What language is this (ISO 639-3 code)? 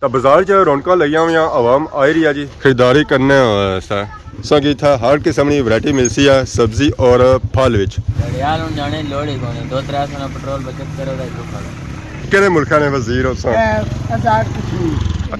phr